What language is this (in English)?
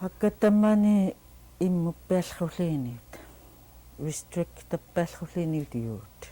Central Yupik